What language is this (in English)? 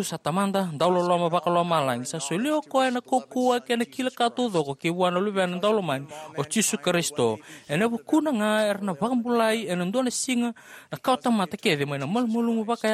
Fijian